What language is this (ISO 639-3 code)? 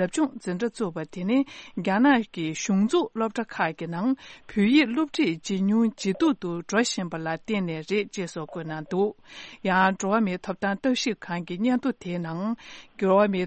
bod